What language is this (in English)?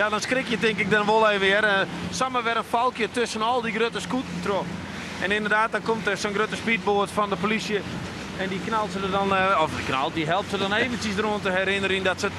Western Frisian